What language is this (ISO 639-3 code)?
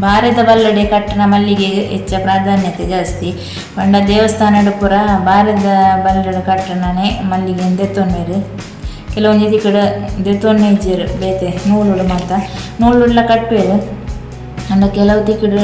tcy